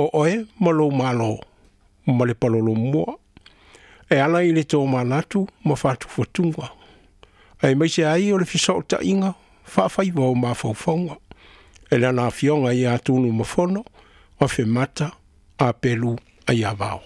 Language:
Samoan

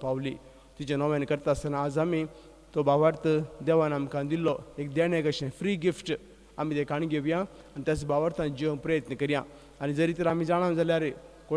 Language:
Konkani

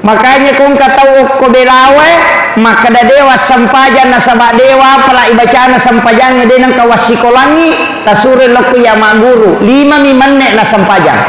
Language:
Buginese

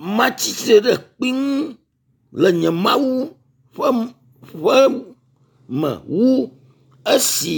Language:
Ewe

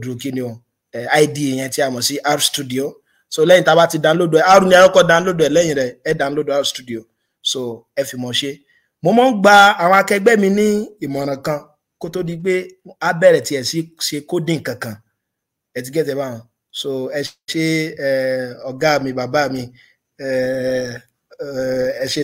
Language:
Yoruba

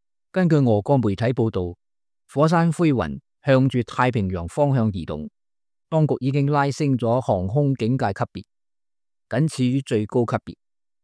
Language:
Cantonese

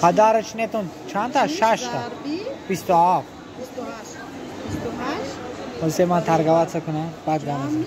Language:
Tajik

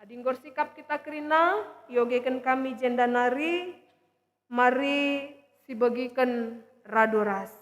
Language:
Batak Karo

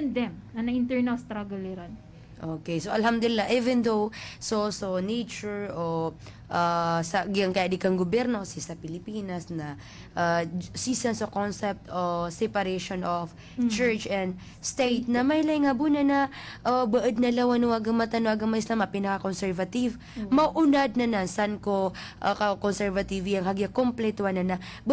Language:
Maranao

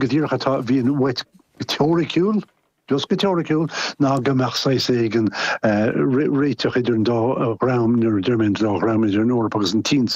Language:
Irish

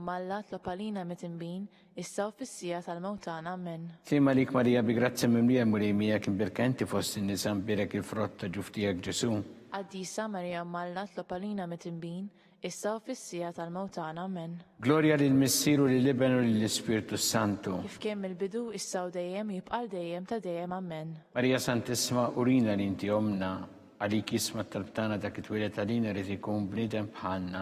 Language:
Maltese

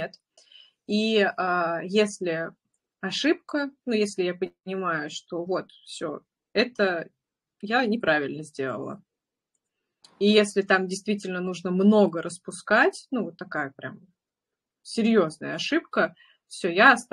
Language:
Russian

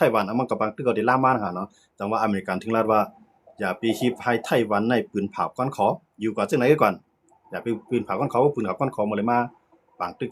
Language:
Shan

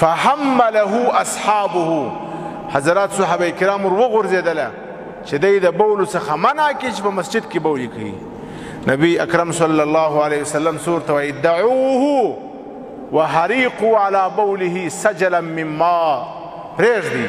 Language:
Pashto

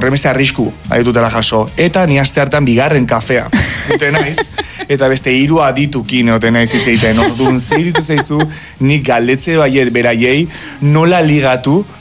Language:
Basque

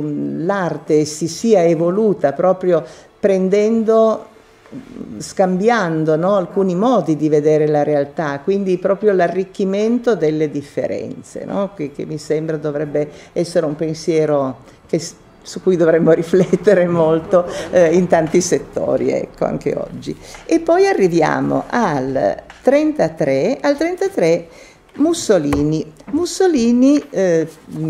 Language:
Italian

